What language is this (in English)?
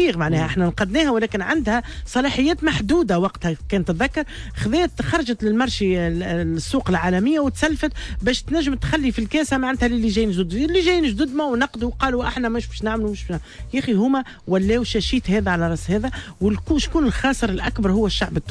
Tunisian Arabic